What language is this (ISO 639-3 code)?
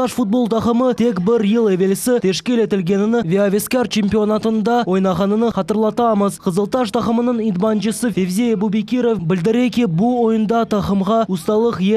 crh